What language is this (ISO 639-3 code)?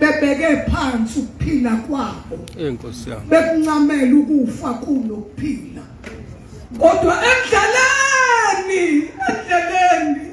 zul